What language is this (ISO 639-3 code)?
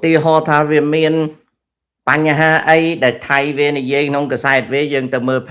khm